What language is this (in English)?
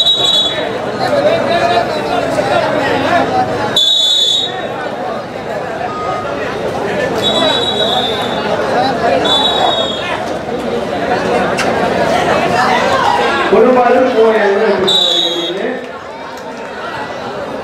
Tamil